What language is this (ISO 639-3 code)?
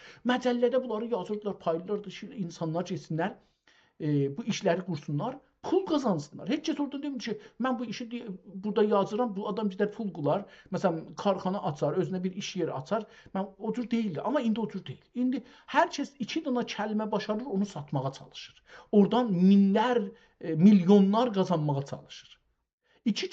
azb